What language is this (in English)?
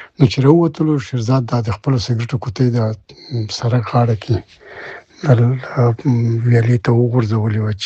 Pashto